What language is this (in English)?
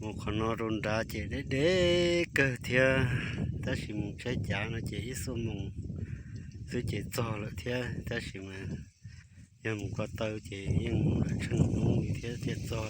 Hmong